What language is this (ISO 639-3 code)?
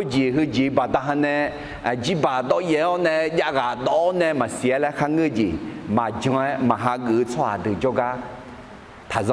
ahk